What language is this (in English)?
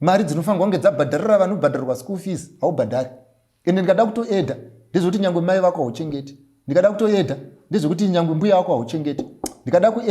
Shona